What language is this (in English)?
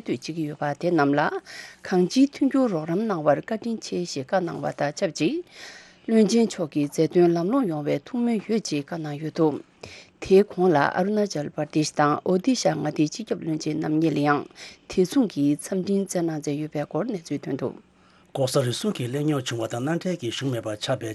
Tibetan